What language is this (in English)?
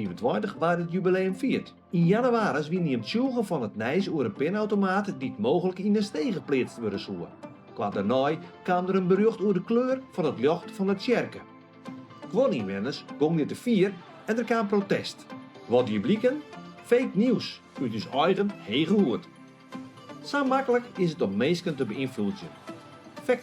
Western Frisian